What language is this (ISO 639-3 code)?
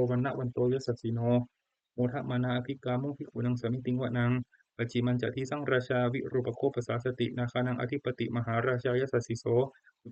pli